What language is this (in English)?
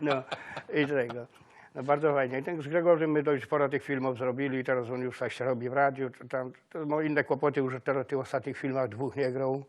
Silesian